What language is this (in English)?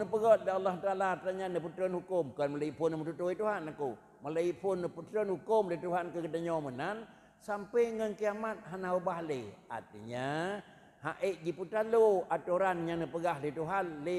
Achinese